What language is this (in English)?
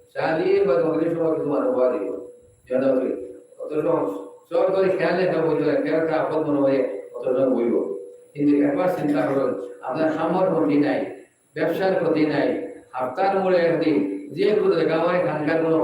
Sylheti